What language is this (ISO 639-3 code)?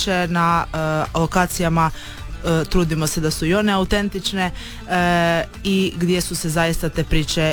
hrv